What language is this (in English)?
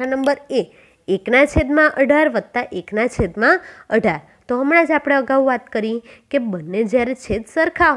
Gujarati